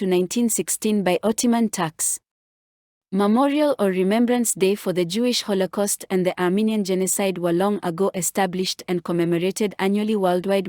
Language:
English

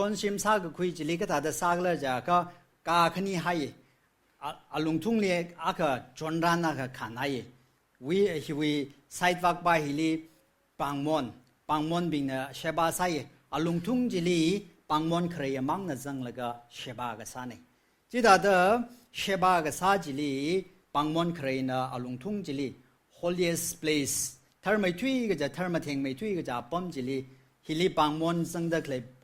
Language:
Tangkhul Naga (India)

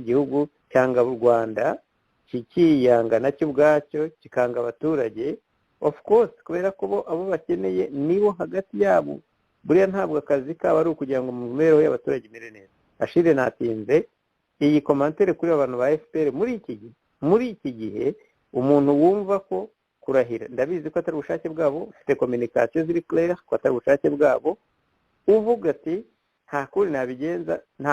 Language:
Kinyarwanda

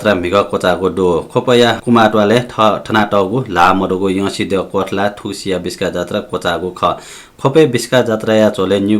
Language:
Newari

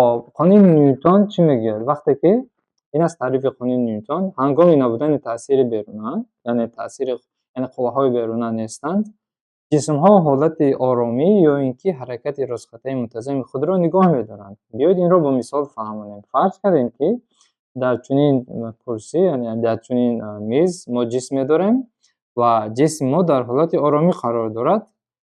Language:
Tajik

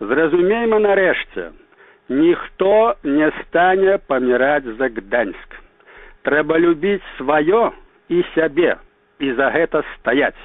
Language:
Belarusian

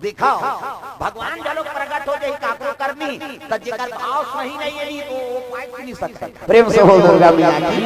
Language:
Chhattisgarhi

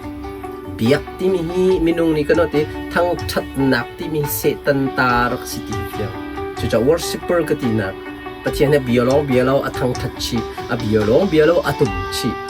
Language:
Hakha Chin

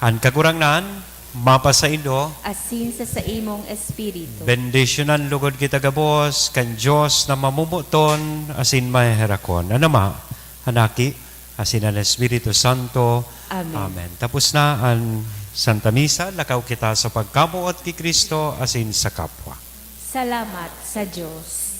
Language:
Bikol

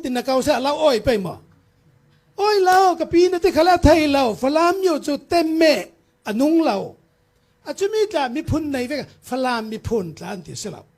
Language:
Falam Chin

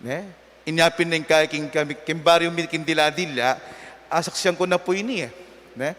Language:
Pampanga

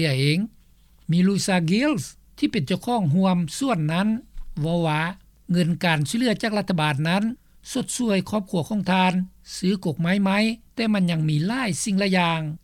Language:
Lao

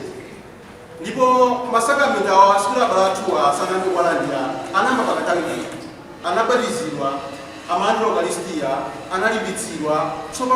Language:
Nyanja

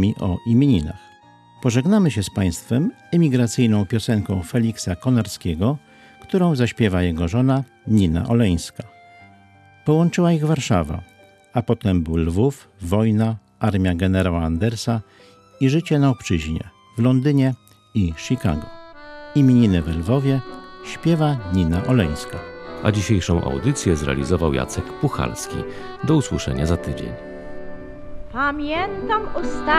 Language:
Polish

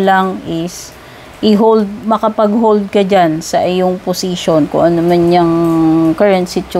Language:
Filipino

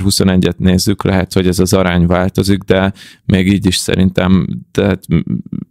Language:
Hungarian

